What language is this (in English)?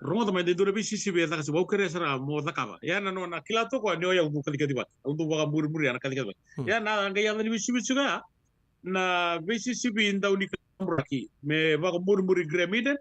Fijian